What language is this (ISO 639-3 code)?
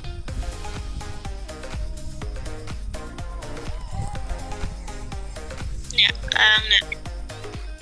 tha